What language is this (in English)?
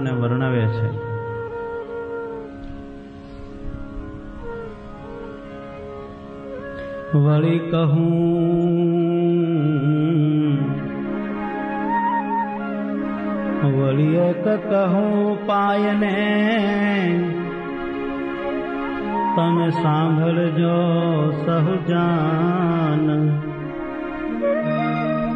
Gujarati